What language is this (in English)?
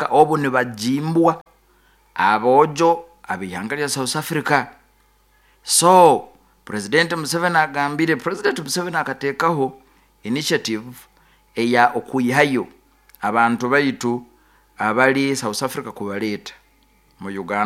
Nyoro